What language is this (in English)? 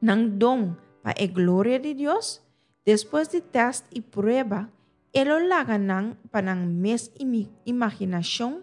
Papiamento